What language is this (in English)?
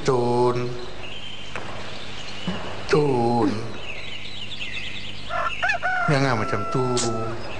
Malay